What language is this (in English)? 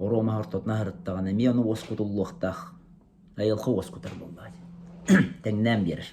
Yakut